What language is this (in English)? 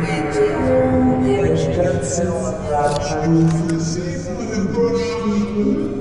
Bavarian